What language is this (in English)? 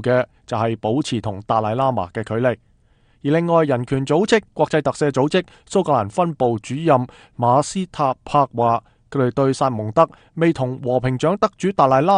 Cantonese